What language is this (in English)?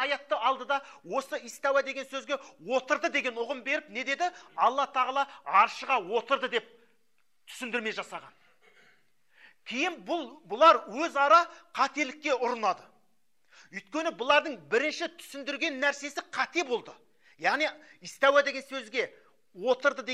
Kazakh